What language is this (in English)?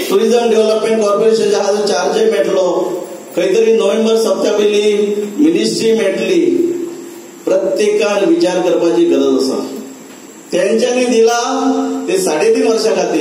Konkani